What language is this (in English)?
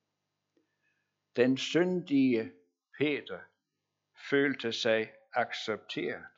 Danish